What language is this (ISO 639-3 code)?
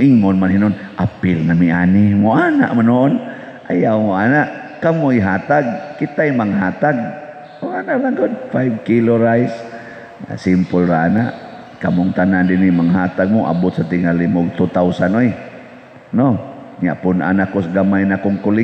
ceb